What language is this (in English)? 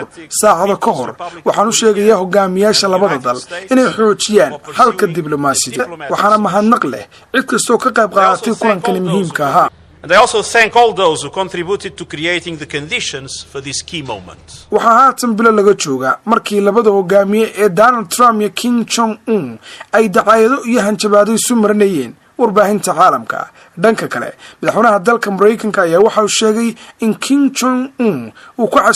Somali